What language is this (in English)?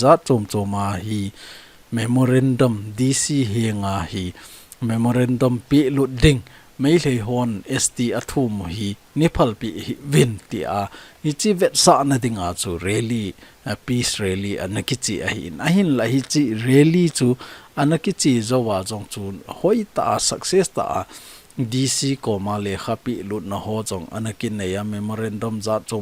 Thado Chin